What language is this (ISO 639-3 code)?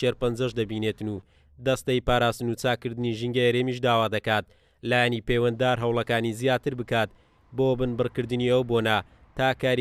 ckb